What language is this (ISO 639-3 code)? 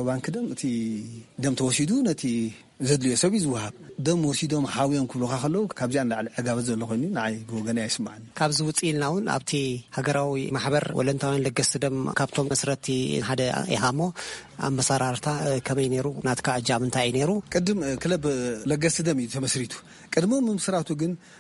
tir